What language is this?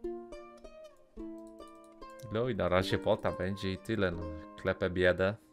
Polish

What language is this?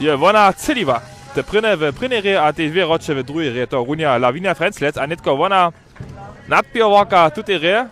Upper Sorbian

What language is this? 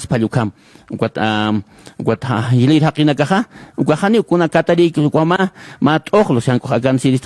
Aymara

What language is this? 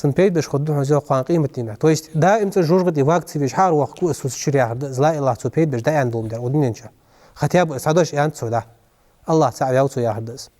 Ingush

